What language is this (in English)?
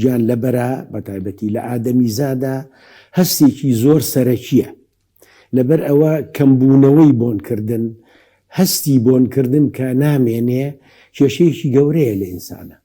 Central Kurdish